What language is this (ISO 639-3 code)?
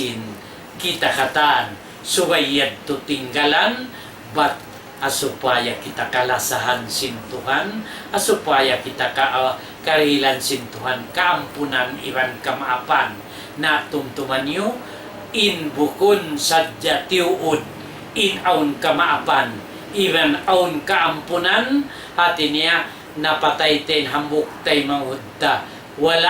tsg